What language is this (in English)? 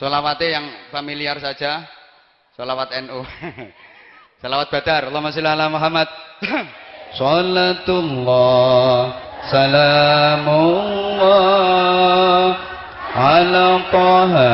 Javanese